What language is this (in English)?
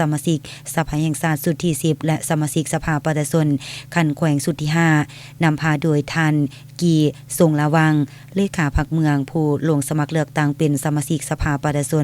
Lao